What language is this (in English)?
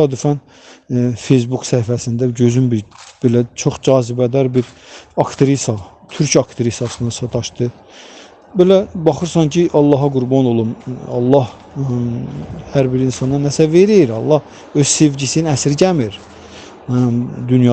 Azerbaijani